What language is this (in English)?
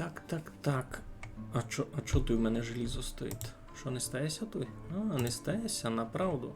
Rusyn